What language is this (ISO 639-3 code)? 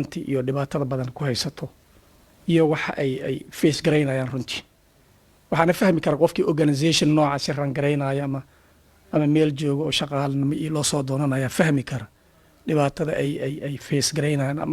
som